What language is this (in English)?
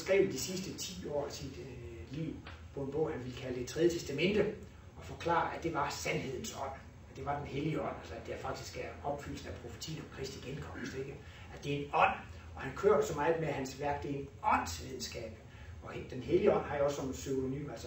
Danish